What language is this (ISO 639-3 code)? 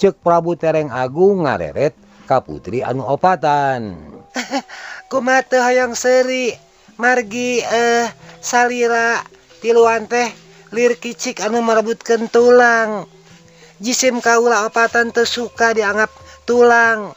sun